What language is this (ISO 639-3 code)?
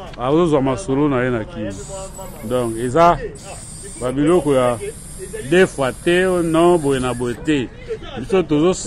lin